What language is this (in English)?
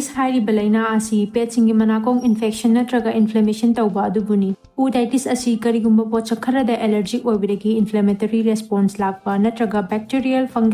Manipuri